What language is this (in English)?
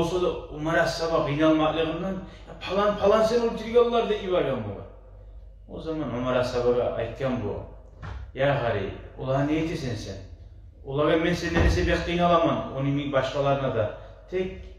Kumyk